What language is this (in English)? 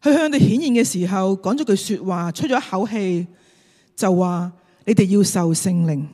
Cantonese